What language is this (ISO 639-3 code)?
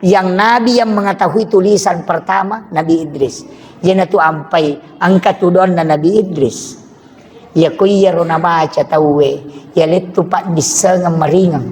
bug